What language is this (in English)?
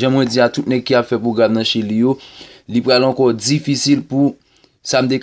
Haitian Creole